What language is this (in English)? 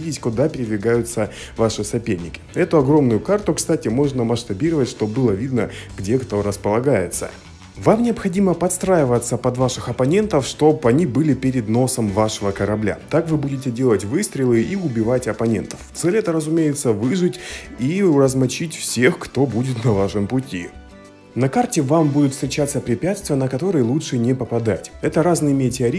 Russian